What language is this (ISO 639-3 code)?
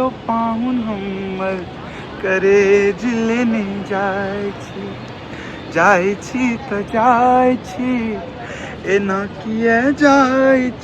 mai